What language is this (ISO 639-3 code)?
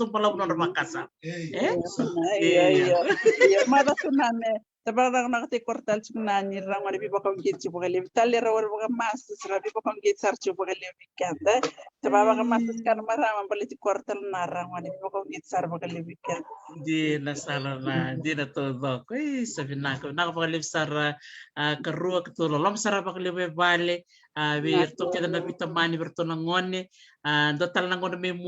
fij